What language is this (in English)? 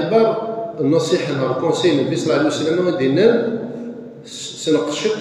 Kabyle